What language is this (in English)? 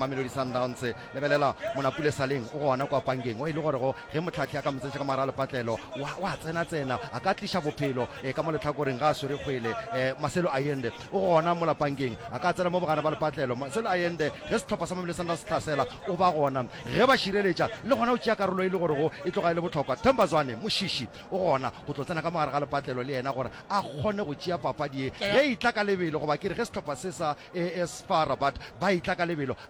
Northern Sotho